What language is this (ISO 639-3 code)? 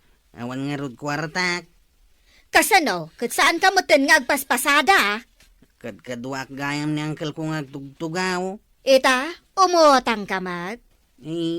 ilo